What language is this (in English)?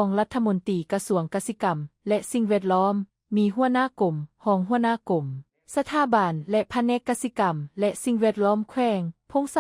Lao